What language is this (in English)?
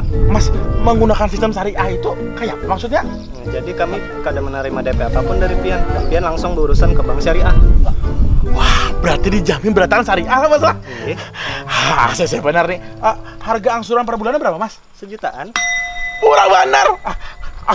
Banjar